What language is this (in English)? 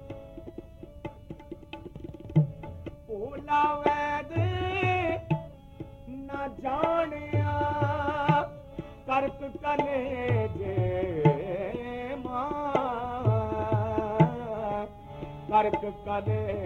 Punjabi